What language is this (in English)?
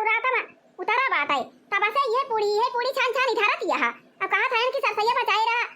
Awadhi